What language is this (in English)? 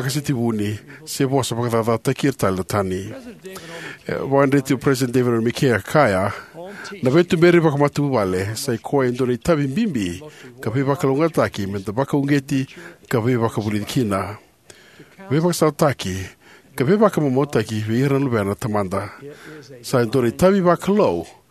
Fijian